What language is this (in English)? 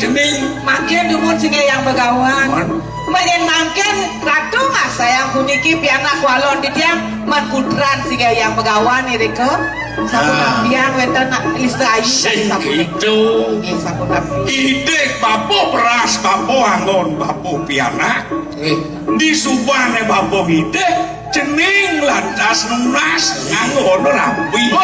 Balinese